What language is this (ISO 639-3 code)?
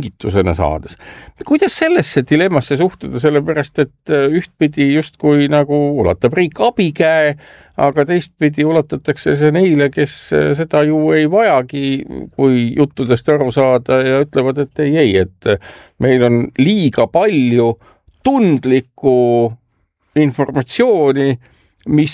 est